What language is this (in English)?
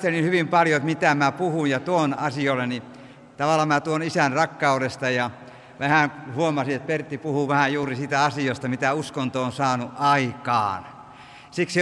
Finnish